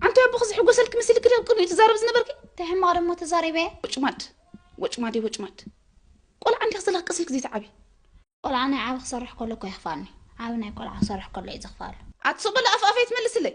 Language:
Tigrinya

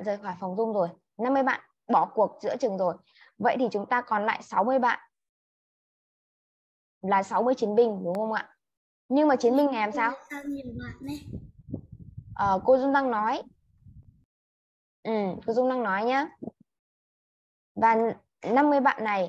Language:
Vietnamese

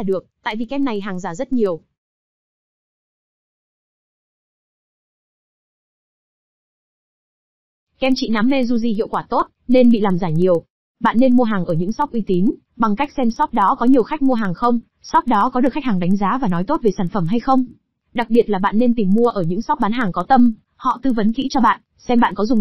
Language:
Vietnamese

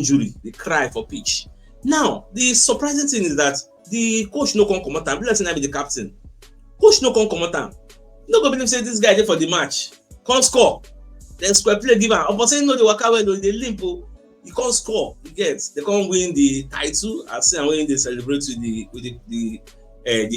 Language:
Nigerian Pidgin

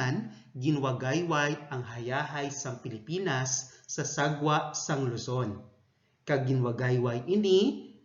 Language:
Hiligaynon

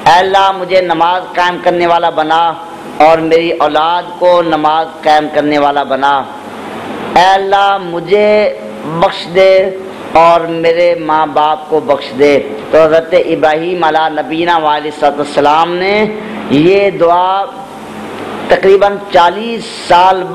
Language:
Urdu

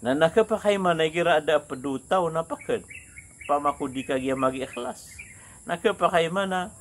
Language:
Maranao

